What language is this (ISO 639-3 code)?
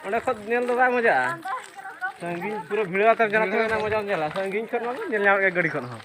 sat